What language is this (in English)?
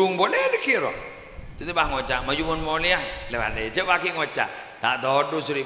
Madurese